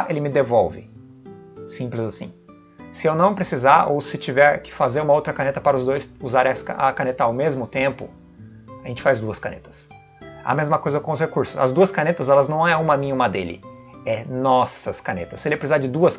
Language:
Portuguese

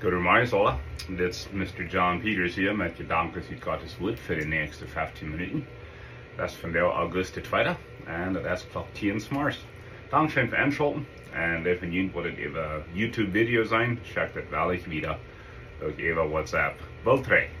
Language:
Plautdietsch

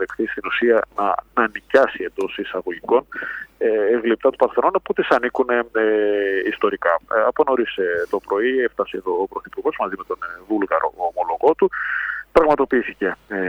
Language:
Greek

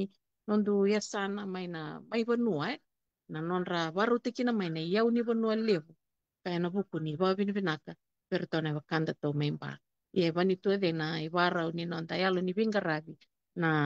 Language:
Fijian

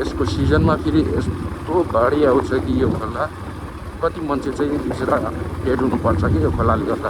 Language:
Nepali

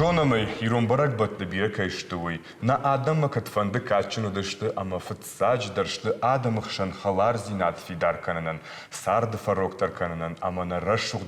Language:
Ossetic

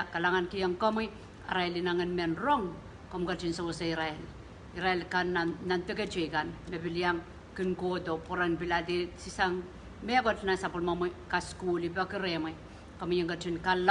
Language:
Pohnpeian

